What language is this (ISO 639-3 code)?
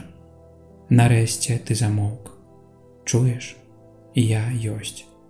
bel